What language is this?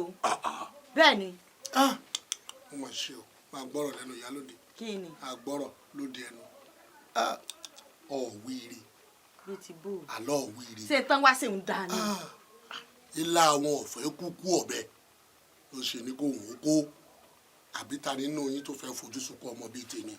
Yoruba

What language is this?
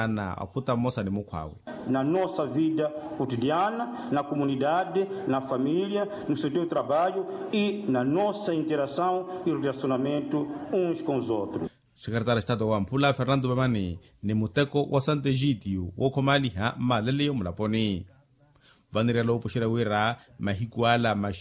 Makhuwa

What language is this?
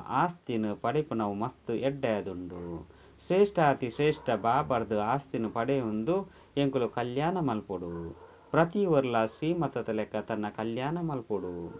Tulu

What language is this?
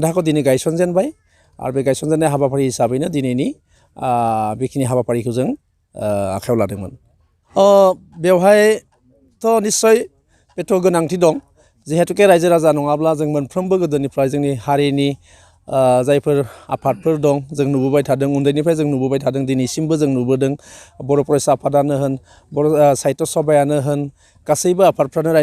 Bodo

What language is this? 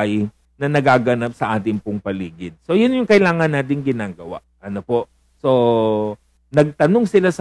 Filipino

